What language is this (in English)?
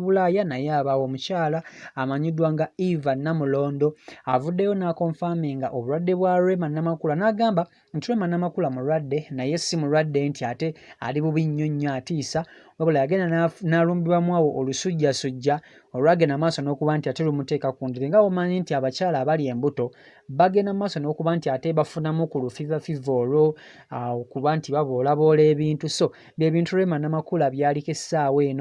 Ganda